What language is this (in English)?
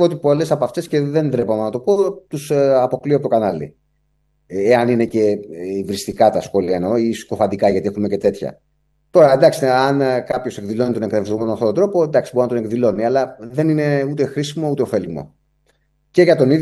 Greek